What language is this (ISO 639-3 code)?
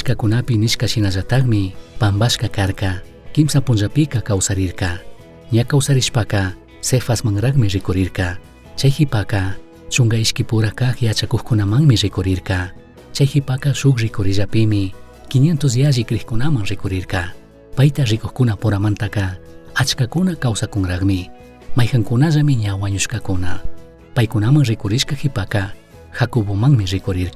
qug